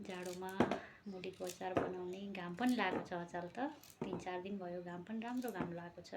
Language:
Nepali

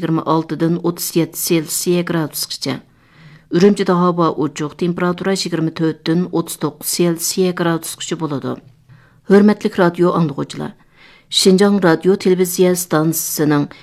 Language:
Uyghur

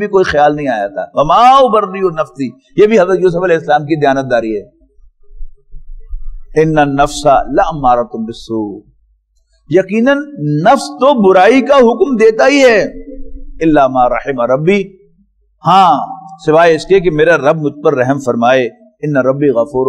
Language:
Urdu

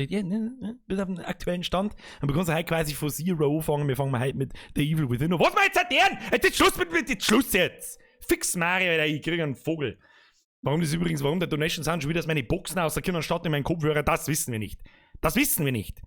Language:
Bavarian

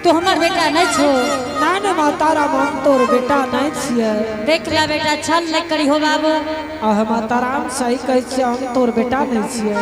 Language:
Angika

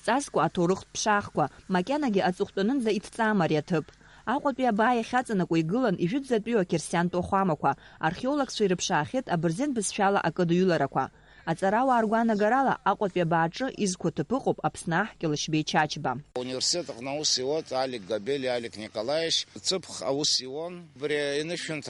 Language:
Abkhazian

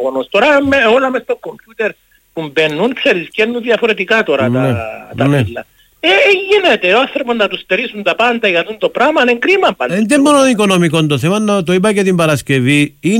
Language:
Greek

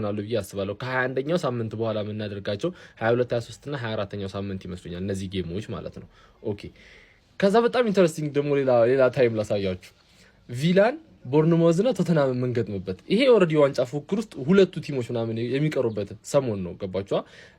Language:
Amharic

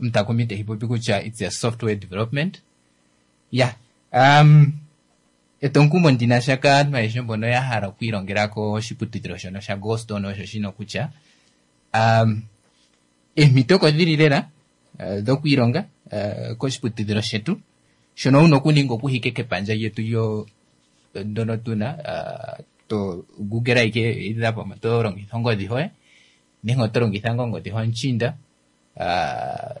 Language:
Kuanyama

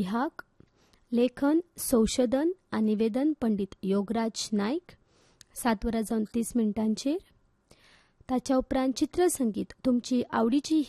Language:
Konkani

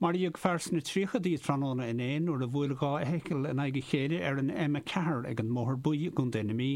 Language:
Irish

